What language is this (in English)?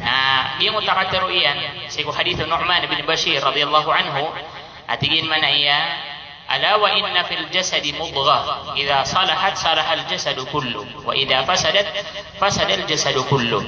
Maranao